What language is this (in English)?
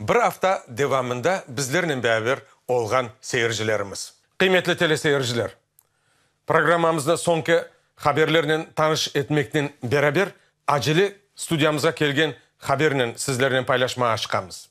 Crimean Tatar